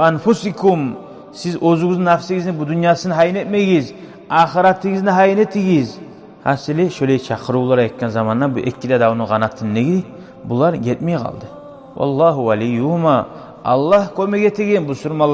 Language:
Kumyk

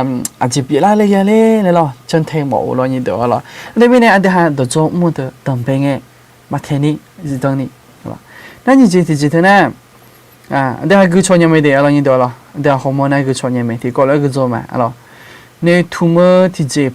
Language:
Akha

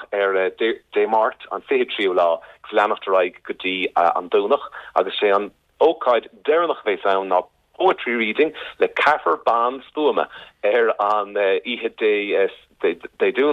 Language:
Irish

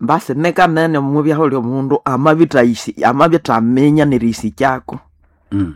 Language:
Nande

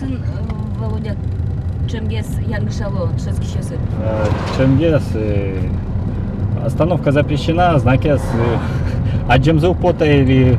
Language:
Udmurt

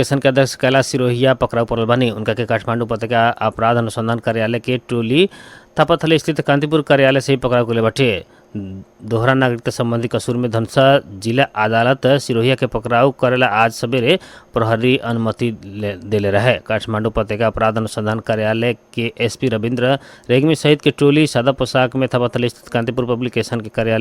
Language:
Bhojpuri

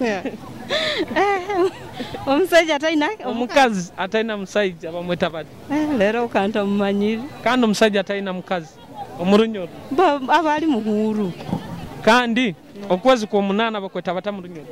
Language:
Nyoro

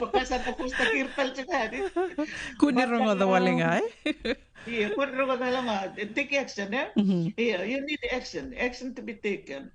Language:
Fijian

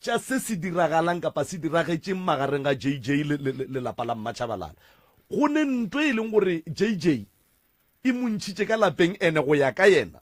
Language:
Northern Sotho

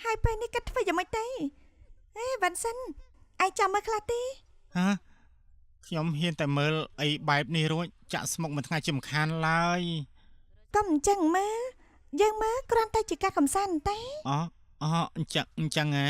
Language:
Khmer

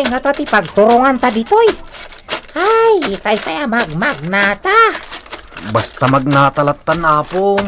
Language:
Iloko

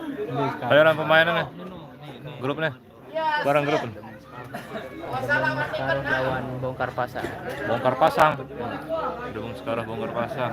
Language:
Sasak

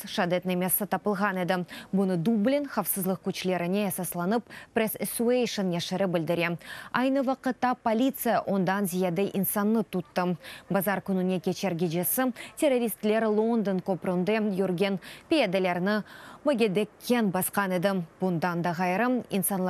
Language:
Crimean Tatar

